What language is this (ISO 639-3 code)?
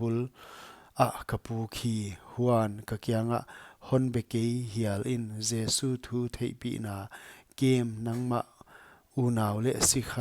pck